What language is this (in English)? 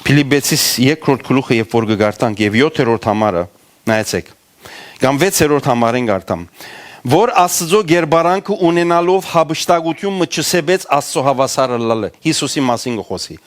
Western Armenian